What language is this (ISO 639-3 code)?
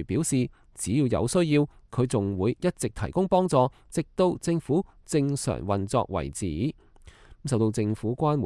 yue